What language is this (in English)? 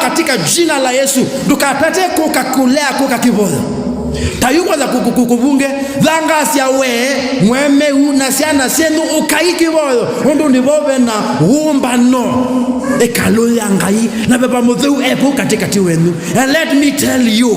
Kamba